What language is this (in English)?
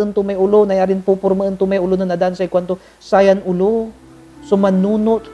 Pangasinan